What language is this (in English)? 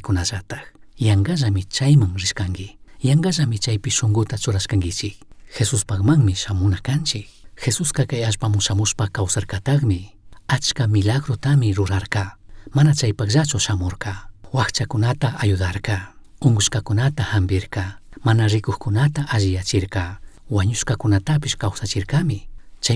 Chimborazo Highland Quichua